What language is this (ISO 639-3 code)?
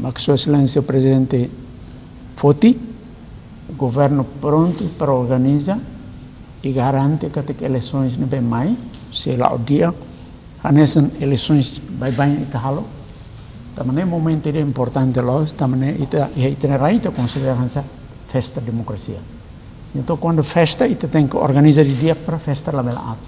tet